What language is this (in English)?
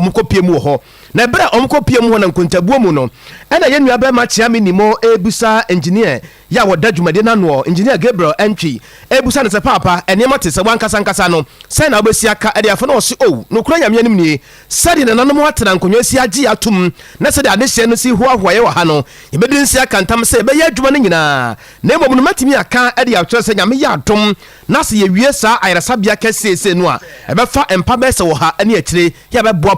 Akan